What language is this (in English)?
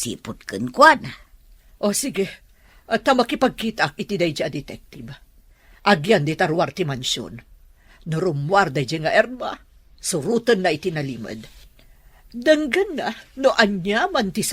Iloko